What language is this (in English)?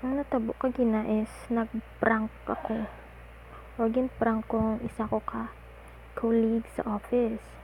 Hiligaynon